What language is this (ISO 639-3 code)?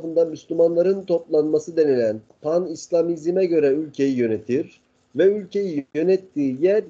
tur